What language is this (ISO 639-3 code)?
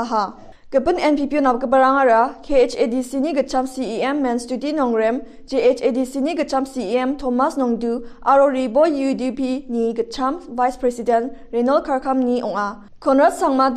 grt